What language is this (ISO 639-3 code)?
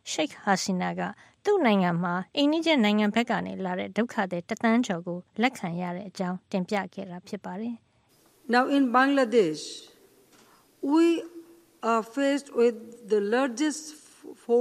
mya